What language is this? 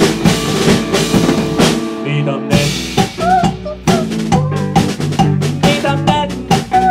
Danish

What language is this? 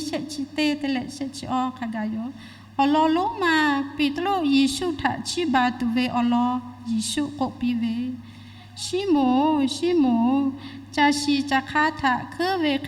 Lahu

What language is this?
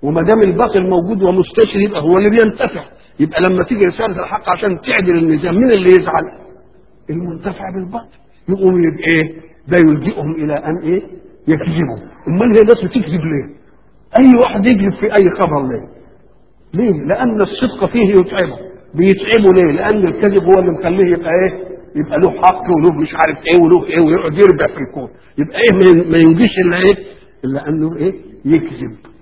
Egyptian Arabic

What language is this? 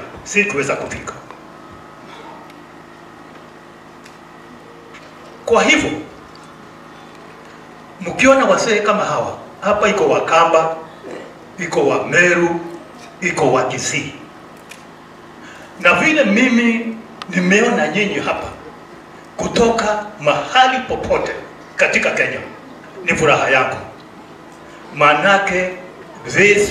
Swahili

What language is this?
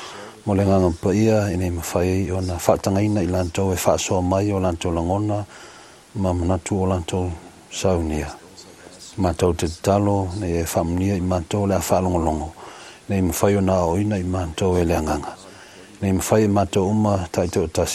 Samoan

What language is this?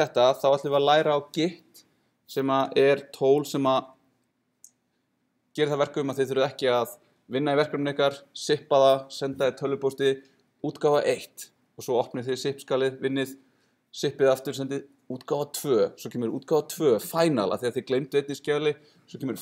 Icelandic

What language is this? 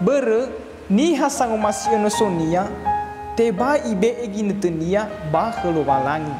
Nias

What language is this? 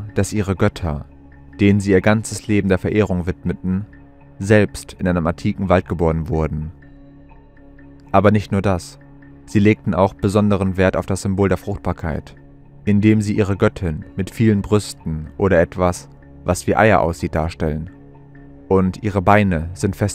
German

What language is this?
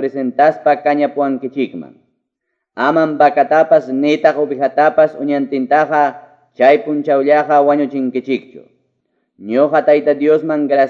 Quechua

